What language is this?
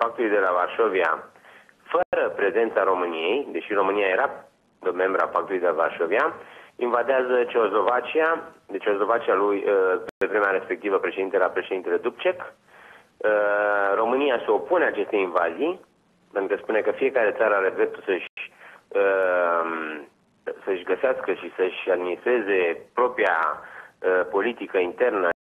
Romanian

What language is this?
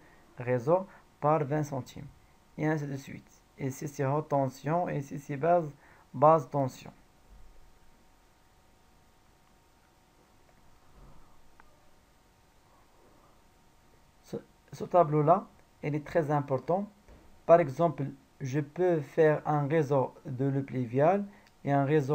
French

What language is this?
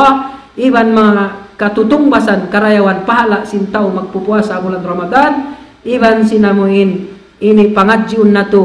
Tausug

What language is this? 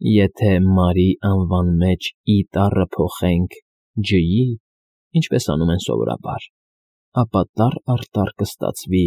Armenian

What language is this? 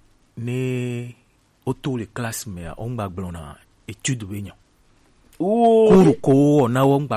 Gen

